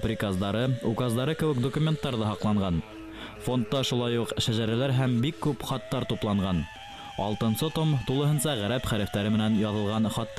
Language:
Bashkir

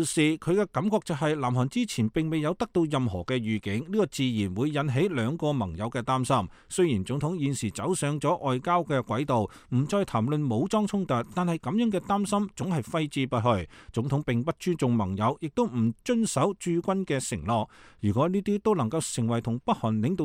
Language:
Cantonese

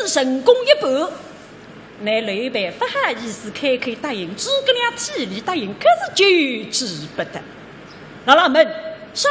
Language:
Wu Chinese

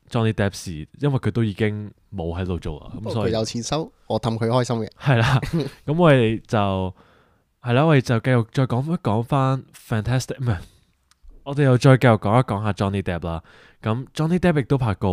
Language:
Cantonese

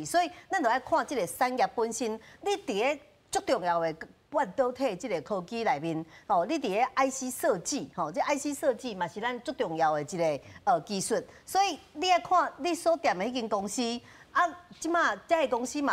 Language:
Min Nan Chinese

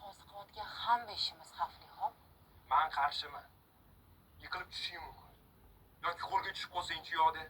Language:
Uzbek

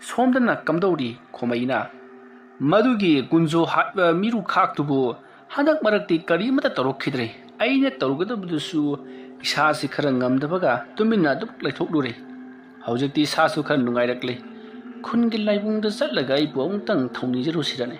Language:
Manipuri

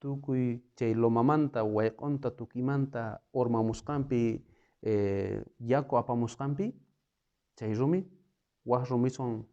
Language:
South Bolivian Quechua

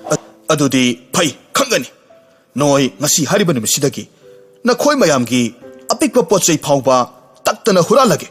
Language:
Manipuri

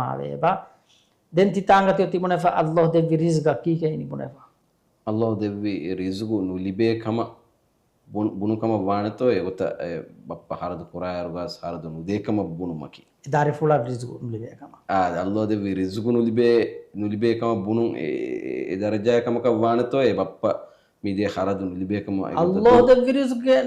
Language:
Divehi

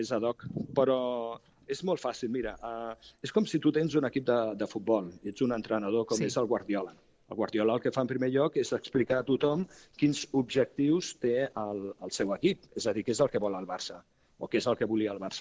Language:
Catalan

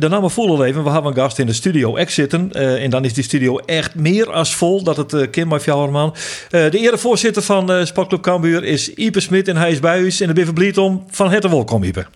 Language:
Western Frisian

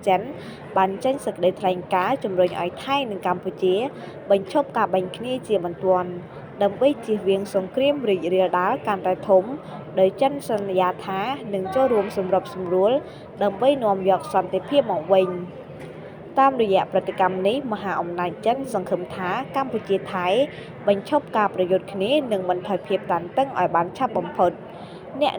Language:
Khmer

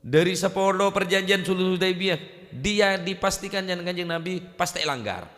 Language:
Madurese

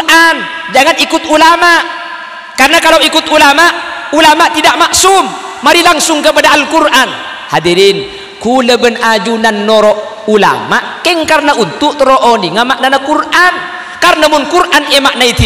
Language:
Madurese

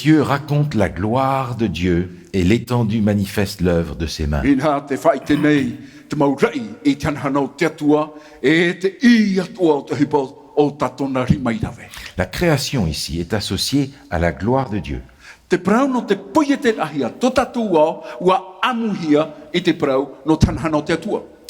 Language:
Tahitian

